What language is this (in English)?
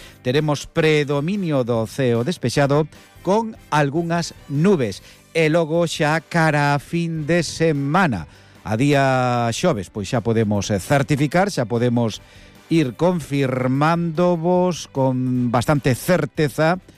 Galician